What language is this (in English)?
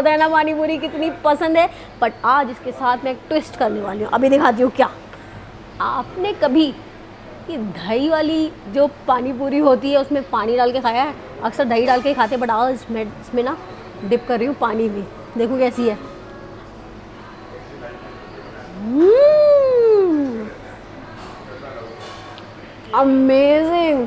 Hindi